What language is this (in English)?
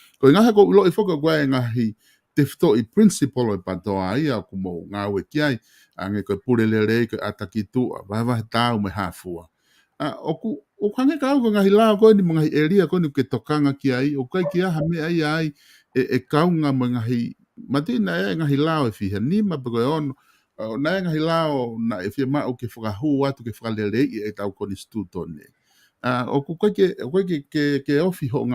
Tongan